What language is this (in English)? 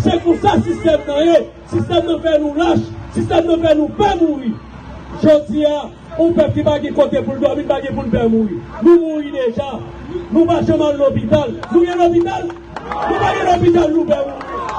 Haitian Creole